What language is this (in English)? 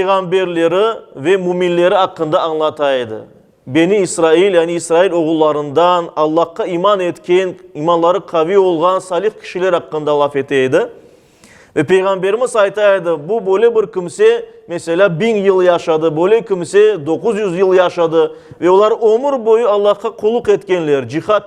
Crimean Tatar